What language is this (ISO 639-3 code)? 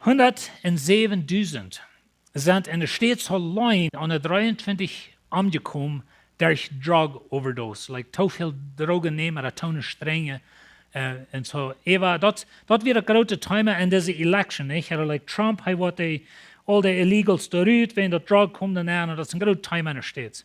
pdt